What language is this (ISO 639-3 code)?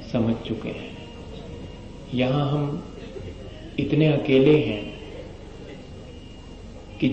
hin